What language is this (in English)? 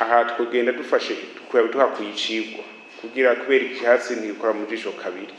Rundi